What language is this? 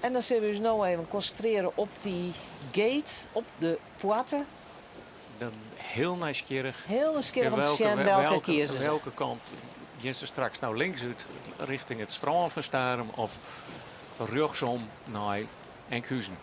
Western Frisian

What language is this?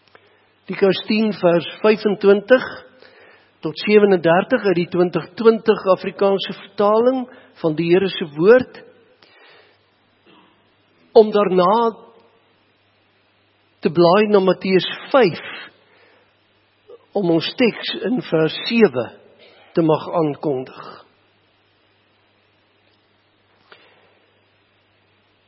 Afrikaans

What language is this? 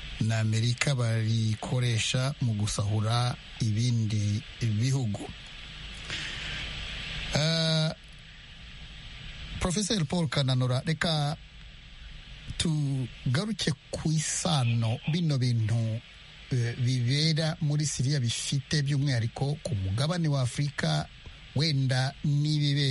Kinyarwanda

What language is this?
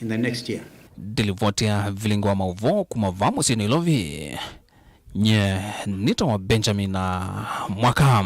Kamba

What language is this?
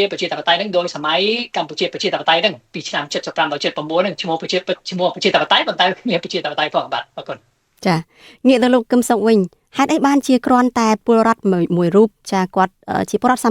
Khmer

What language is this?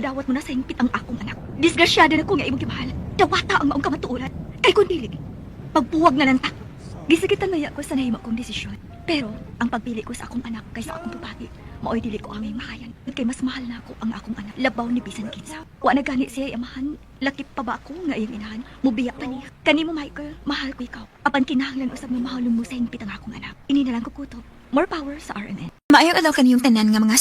Cebuano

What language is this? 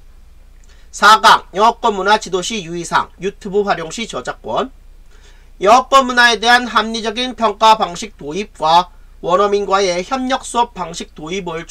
Korean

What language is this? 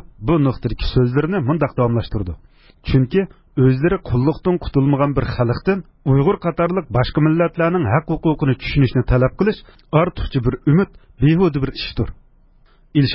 Uyghur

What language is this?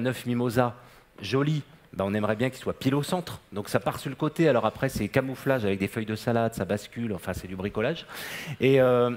French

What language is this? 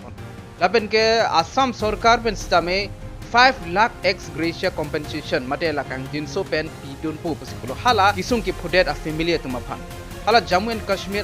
Karbi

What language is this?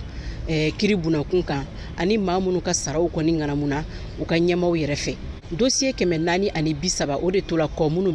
Bambara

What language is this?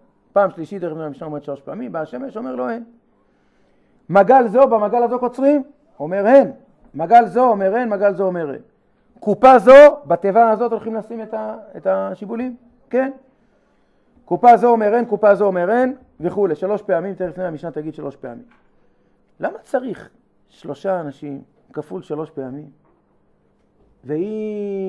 Hebrew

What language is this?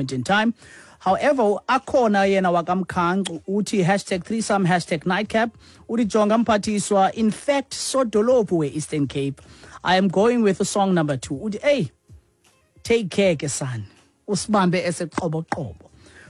Xhosa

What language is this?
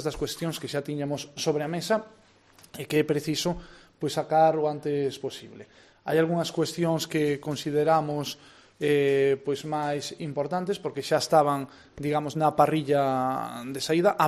Galician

